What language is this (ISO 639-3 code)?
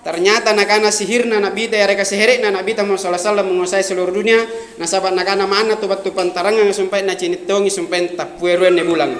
mak